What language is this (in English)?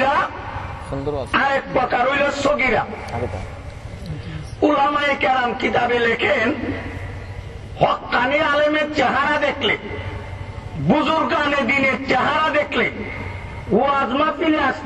Bangla